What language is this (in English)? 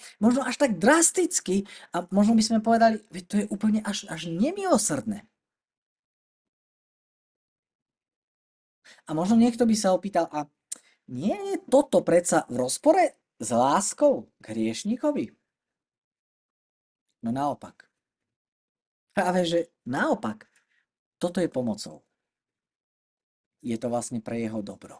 Slovak